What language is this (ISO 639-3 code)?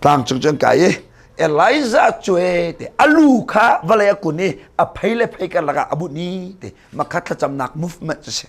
cnh